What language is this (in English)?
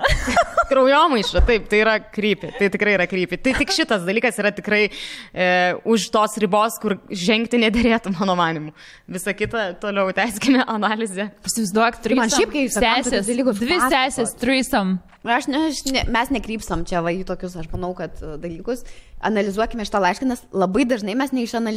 Lithuanian